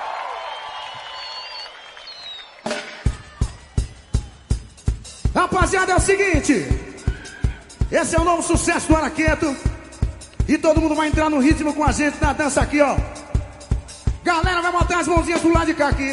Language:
Portuguese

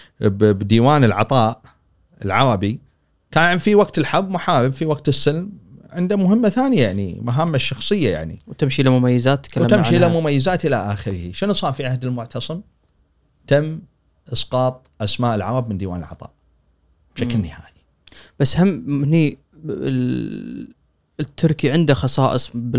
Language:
Gulf Arabic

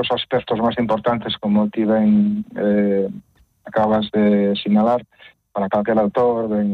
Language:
Galician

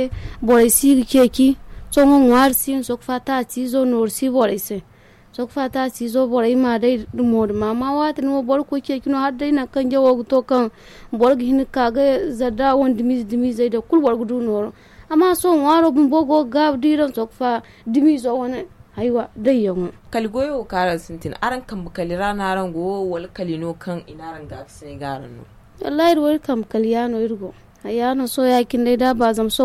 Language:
Zarma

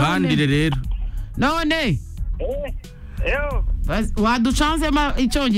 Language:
Kinyarwanda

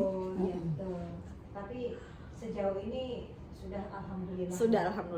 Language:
Banjar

